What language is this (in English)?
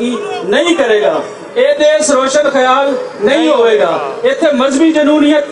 Western Panjabi